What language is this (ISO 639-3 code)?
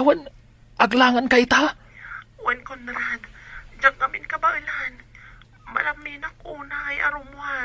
ilo